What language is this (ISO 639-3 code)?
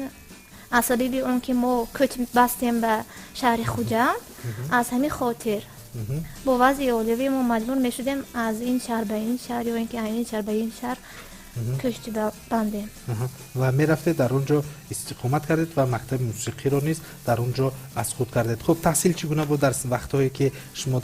tgk